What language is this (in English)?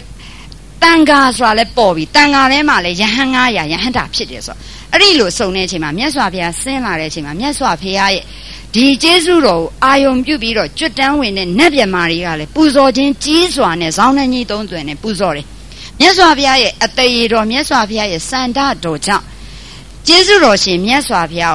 Burmese